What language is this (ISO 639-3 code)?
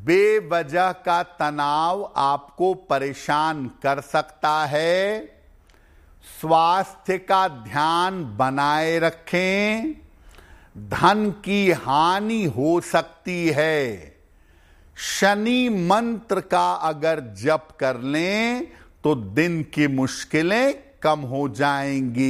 hin